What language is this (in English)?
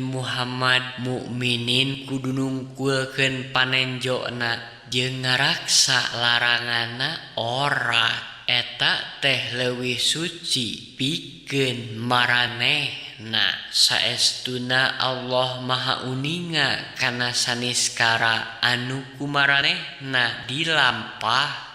Sundanese